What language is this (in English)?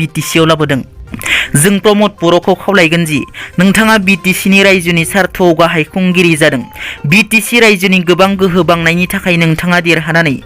Bodo